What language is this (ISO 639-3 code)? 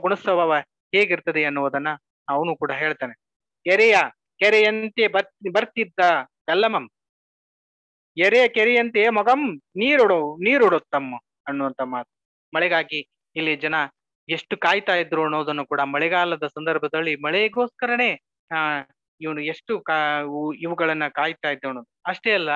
kan